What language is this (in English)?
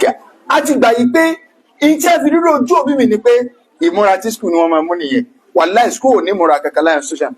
Yoruba